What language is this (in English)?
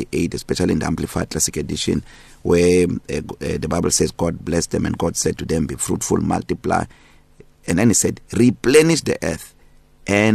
English